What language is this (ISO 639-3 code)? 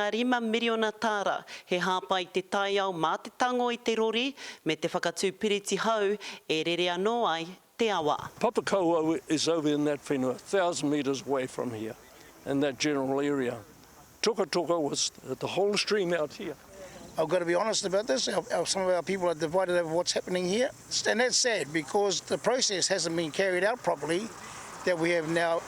mri